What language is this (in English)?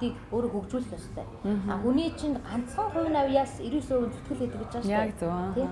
Mongolian